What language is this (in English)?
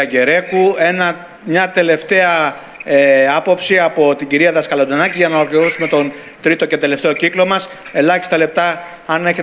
Greek